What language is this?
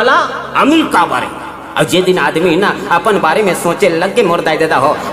Chhattisgarhi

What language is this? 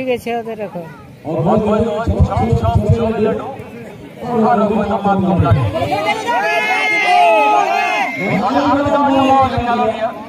Hindi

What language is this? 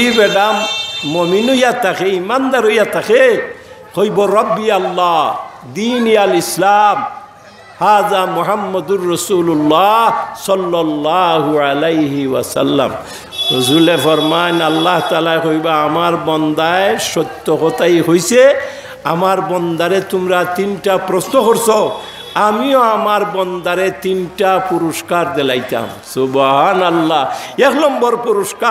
Sylheti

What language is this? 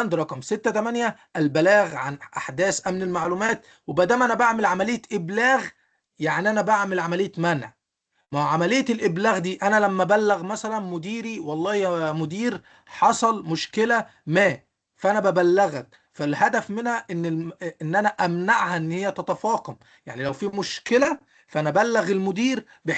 Egyptian Arabic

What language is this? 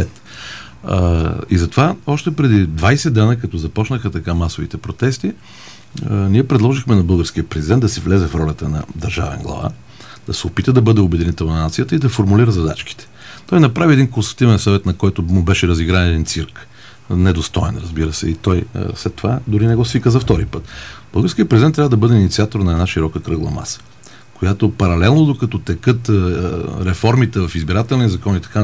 Bulgarian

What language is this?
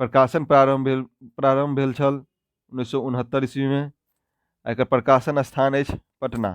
Maithili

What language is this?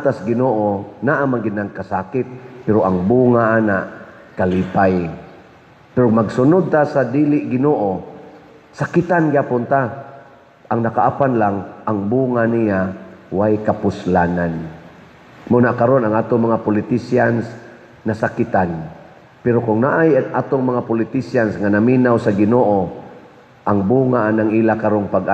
Cebuano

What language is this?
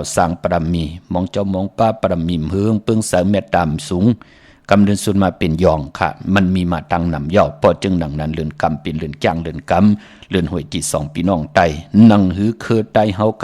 Shan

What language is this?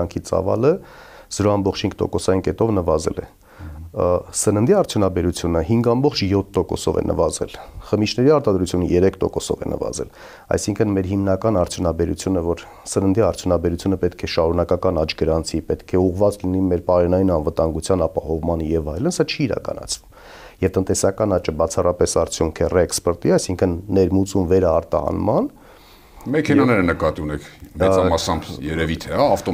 Armenian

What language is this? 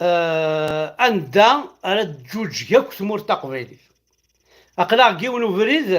Kabyle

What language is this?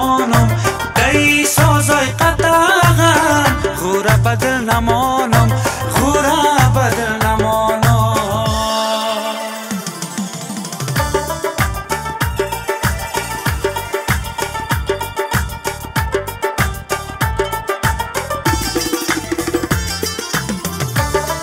Persian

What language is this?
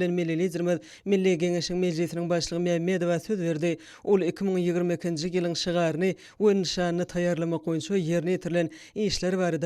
Turkmen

